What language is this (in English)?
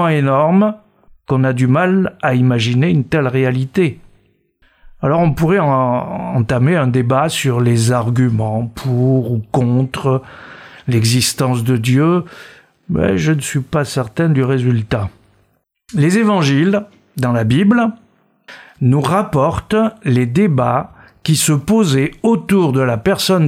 French